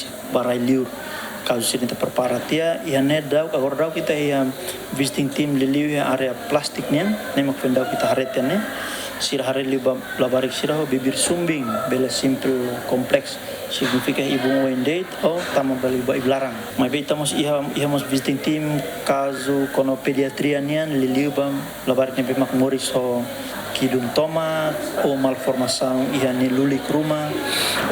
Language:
Tetum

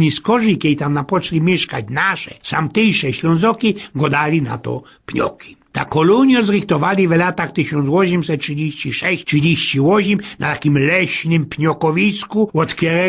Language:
Silesian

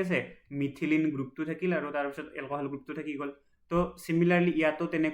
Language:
Assamese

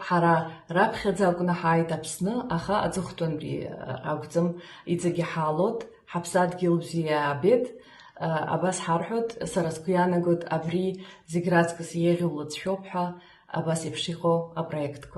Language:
Abkhazian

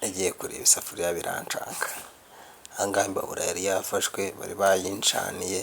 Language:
Kinyarwanda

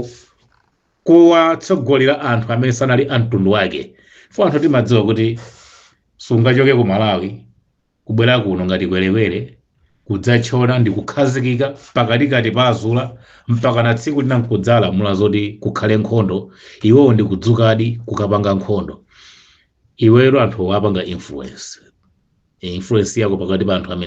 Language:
Nyanja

